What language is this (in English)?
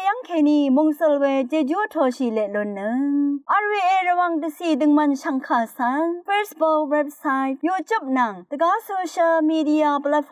Rawang